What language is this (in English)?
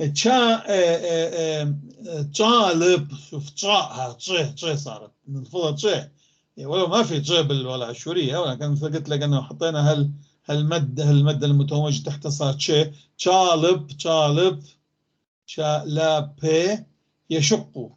North Levantine Arabic